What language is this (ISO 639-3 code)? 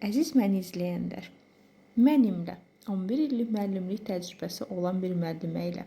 aze